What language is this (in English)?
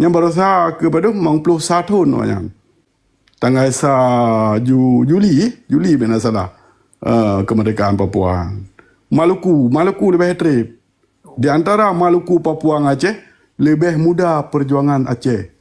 Achinese